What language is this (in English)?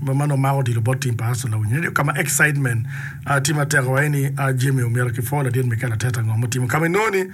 Acoli